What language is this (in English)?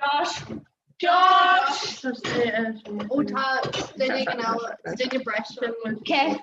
Irish